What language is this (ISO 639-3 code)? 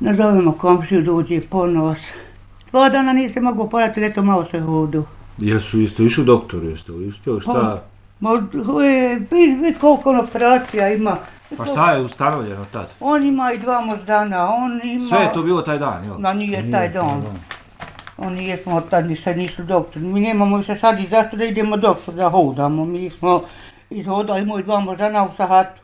bos